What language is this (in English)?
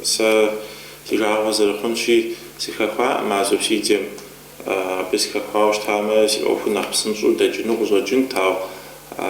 Kabardian